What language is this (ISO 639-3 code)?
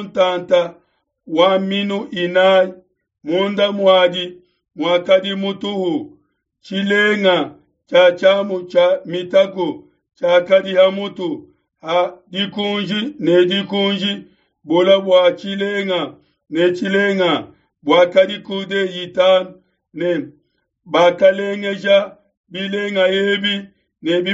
lua